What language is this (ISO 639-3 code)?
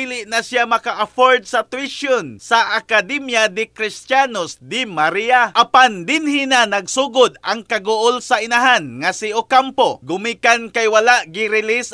ceb